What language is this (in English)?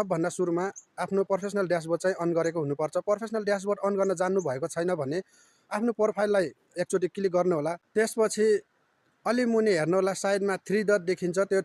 Nepali